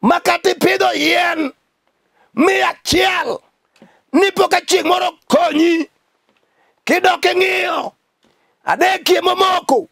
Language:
Luo (Kenya and Tanzania)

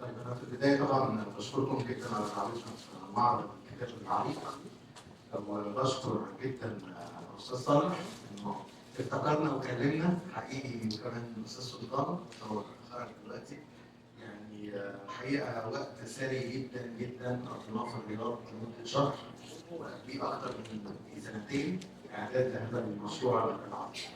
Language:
Egyptian Arabic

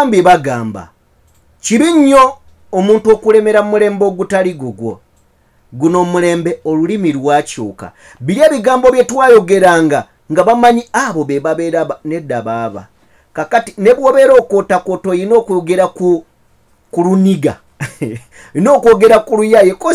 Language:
Ganda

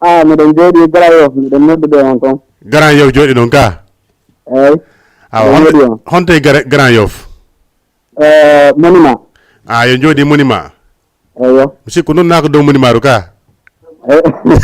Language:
Fula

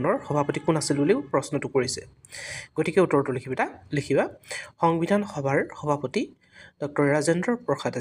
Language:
Assamese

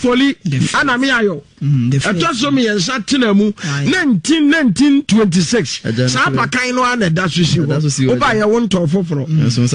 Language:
Akan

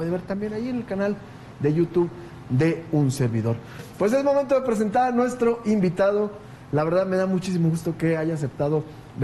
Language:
Spanish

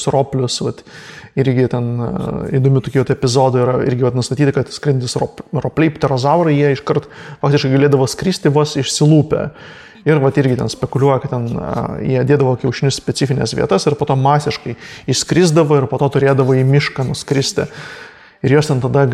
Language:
Lithuanian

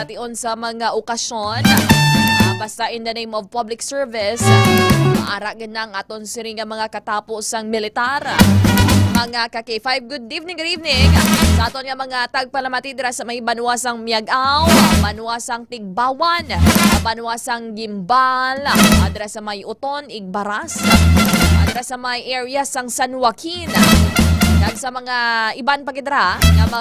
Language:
Hiligaynon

